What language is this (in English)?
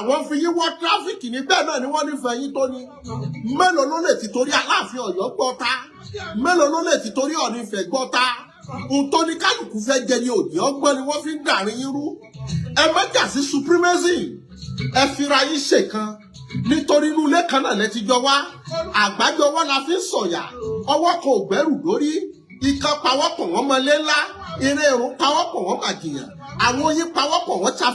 Yoruba